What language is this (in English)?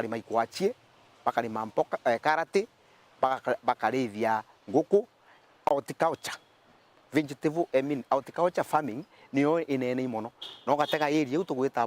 Meru